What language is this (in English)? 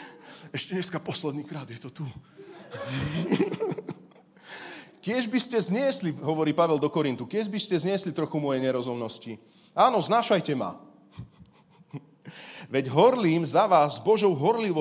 Slovak